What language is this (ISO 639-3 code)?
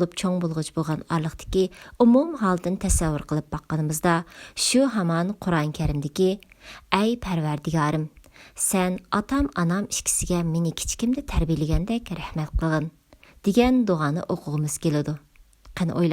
uig